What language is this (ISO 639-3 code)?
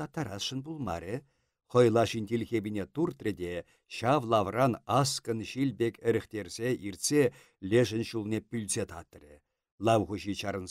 chv